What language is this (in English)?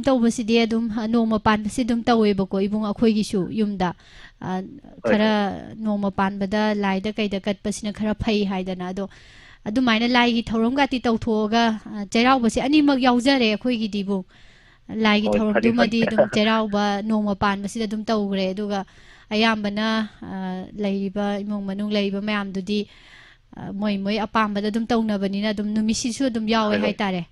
Manipuri